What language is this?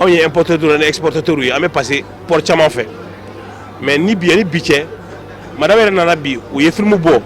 Bambara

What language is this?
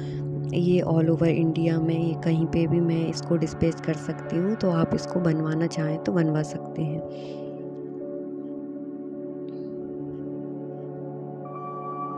Hindi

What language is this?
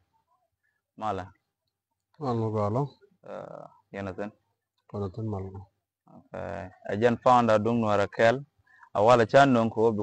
Nuer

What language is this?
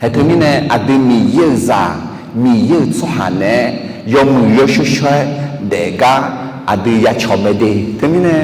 Akha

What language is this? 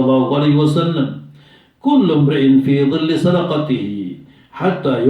Maranao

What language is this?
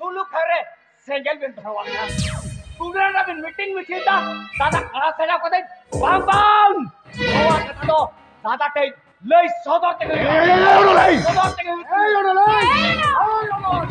Santali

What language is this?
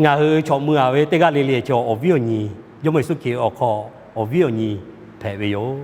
Lahu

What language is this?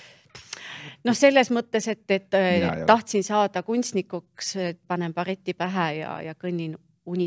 Estonian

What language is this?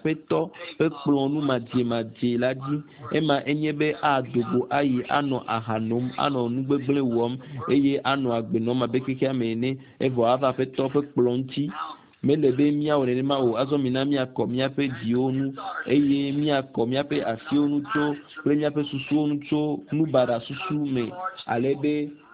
Ewe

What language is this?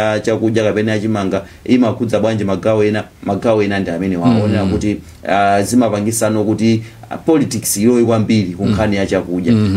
Nyanja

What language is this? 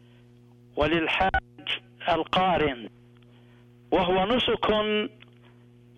Arabic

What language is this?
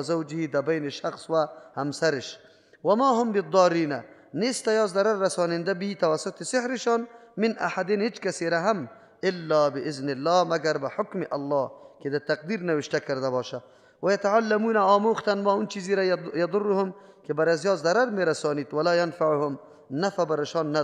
Persian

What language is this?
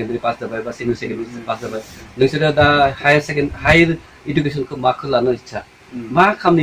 Bodo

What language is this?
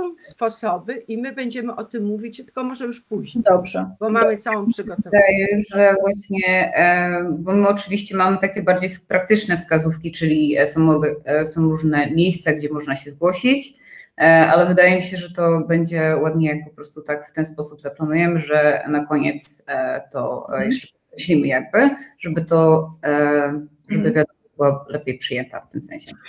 Polish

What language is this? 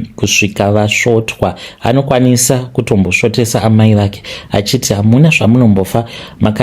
Shona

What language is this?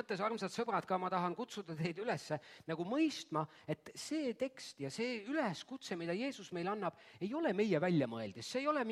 Estonian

